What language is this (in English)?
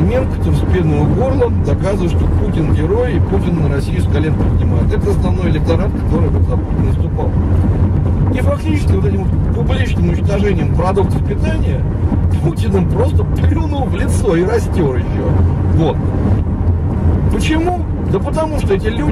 Russian